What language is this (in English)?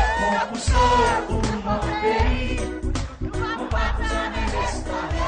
Seselwa Creole French